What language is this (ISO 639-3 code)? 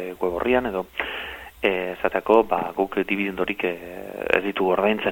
eus